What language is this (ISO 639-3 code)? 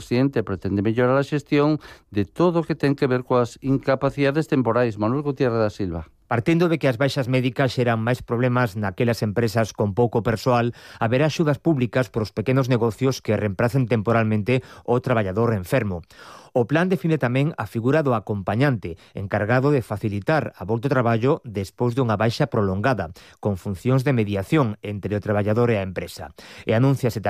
glg